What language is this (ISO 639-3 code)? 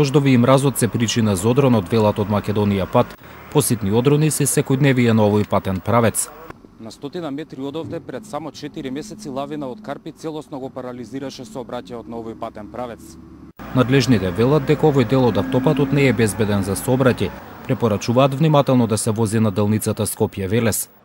mkd